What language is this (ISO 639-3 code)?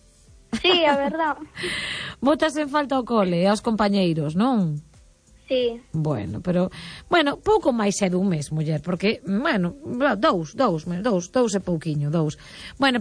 glg